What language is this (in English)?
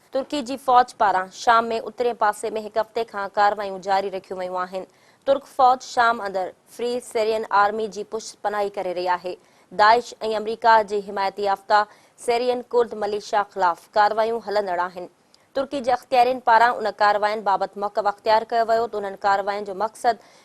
Sindhi